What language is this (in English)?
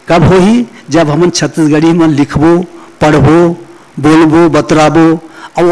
Chhattisgarhi